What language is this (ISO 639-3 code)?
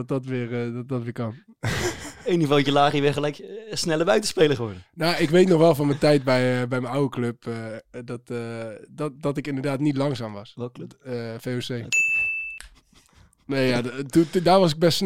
nld